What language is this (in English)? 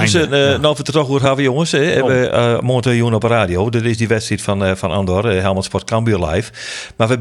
Western Frisian